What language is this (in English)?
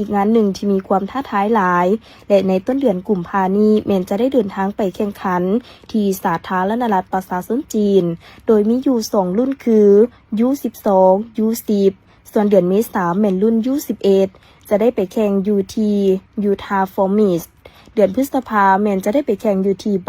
Lao